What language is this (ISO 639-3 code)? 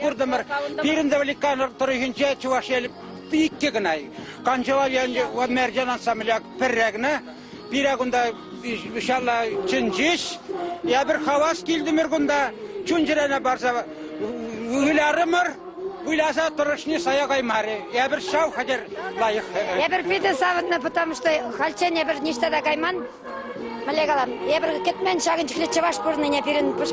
chv